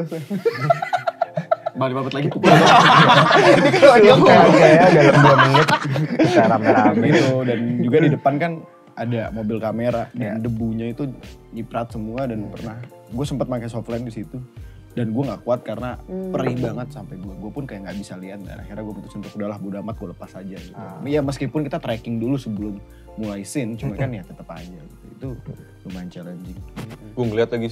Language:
Indonesian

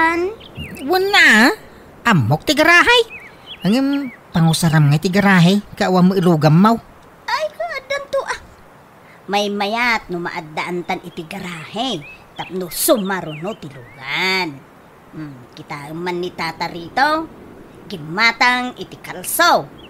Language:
Iloko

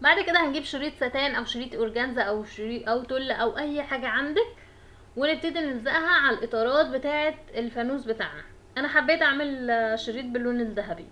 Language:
Egyptian Arabic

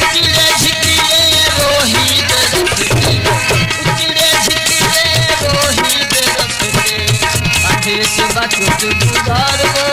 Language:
Saraiki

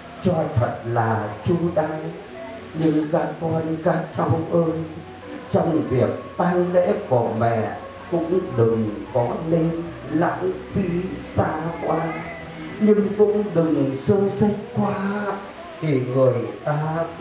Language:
Vietnamese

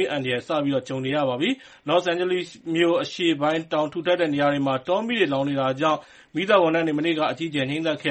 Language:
Burmese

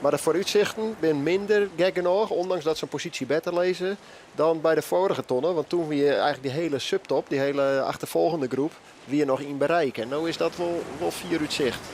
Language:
Western Frisian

